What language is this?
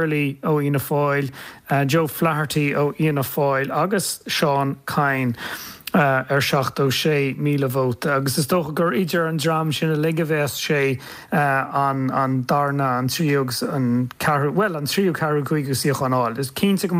Irish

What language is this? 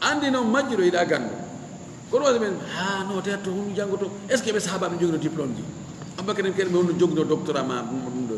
Fula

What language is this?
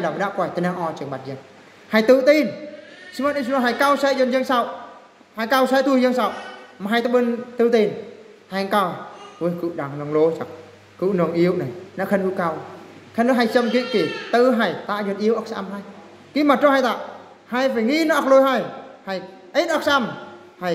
Eastern Bru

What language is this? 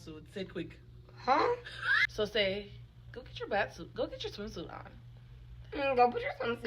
Jamaican Creole English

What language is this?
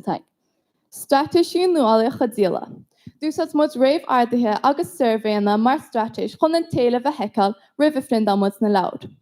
Irish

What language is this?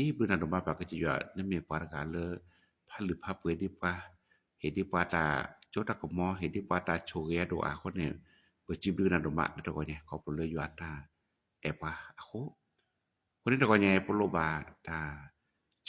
S'gaw Karen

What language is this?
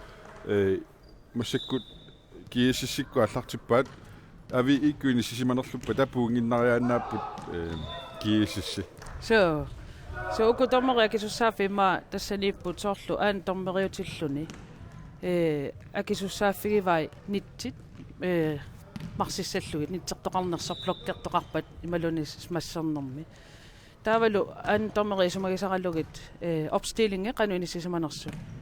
Kalaallisut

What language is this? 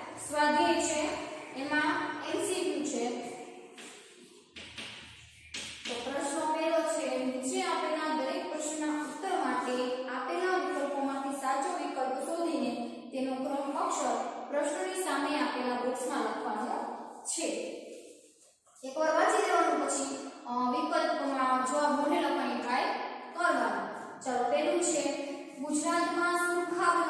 Gujarati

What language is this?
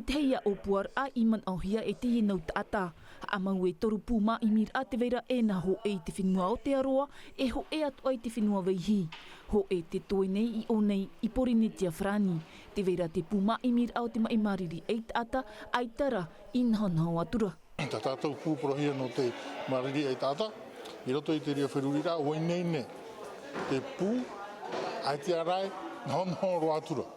Tahitian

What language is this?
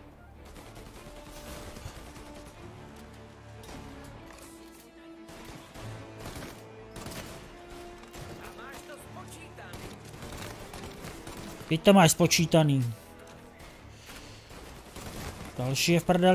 Czech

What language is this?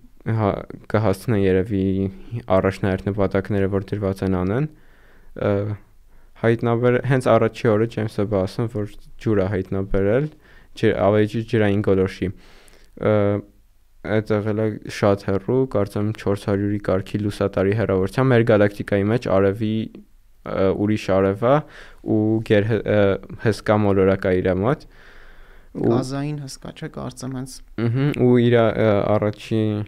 Armenian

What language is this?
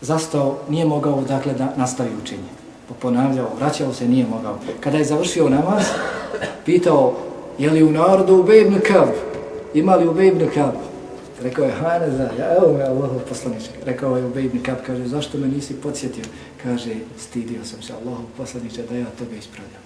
Bosnian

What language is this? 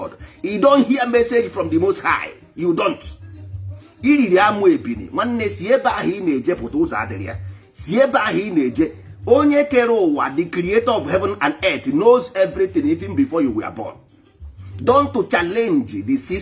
Igbo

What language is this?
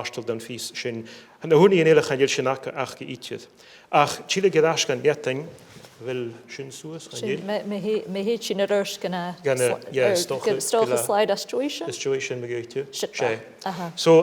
Scottish Gaelic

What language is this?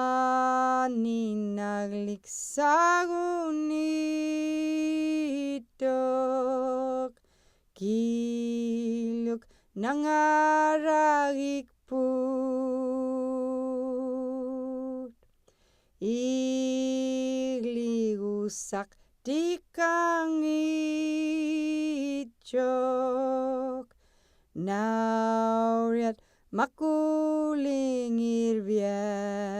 Central Yupik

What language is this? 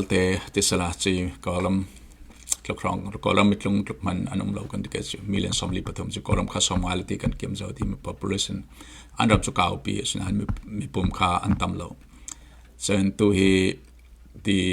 Falam Chin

